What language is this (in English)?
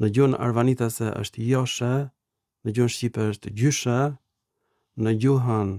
Albanian